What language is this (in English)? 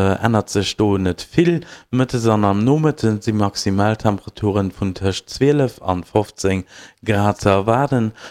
Luxembourgish